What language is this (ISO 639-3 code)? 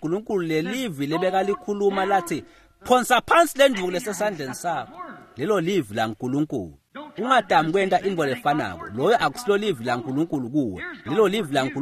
ssw